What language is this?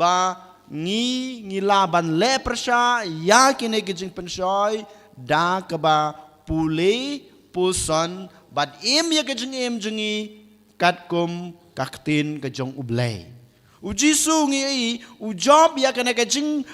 Khasi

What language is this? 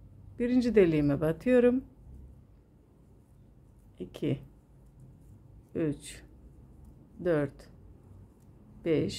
Turkish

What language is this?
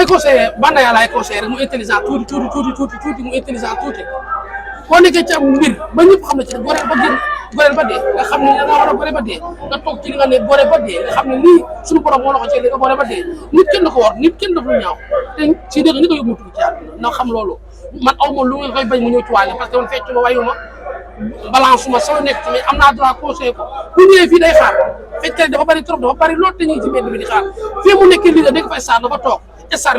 Wolof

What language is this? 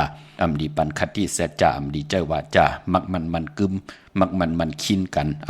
Shan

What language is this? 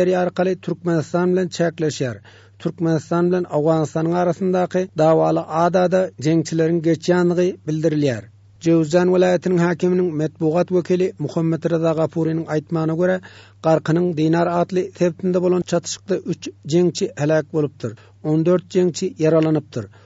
Turkmen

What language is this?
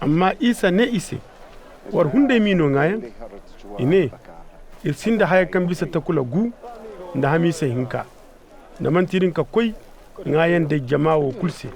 Zarma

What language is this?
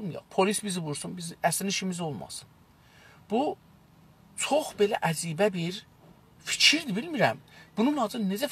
South Azerbaijani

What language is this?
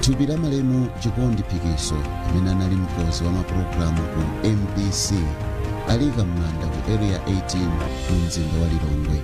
Nyanja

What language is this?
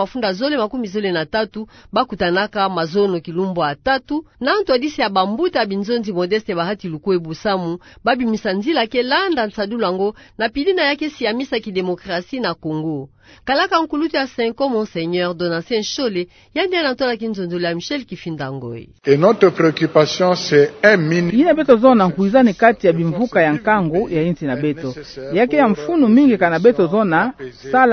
Kituba (Democratic Republic of Congo)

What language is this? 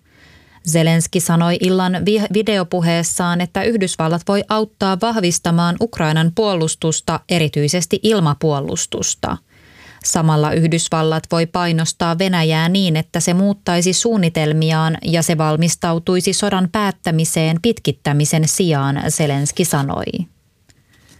Finnish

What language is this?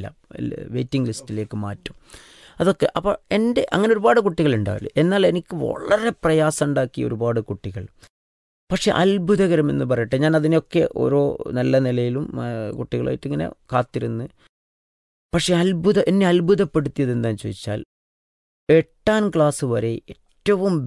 Malayalam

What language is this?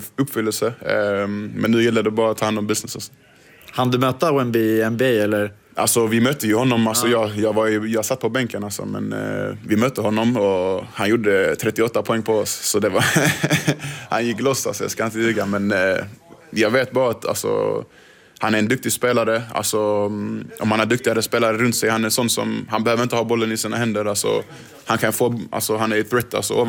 Swedish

